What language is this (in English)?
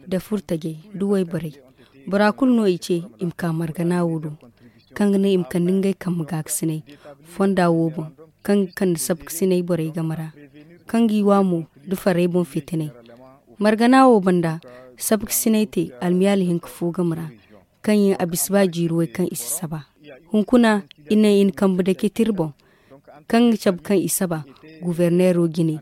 Zarma